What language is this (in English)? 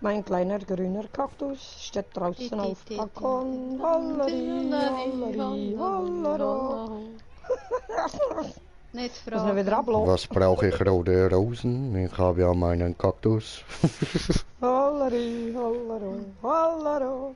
Swiss German